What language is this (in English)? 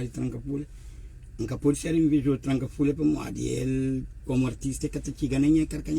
Kabuverdianu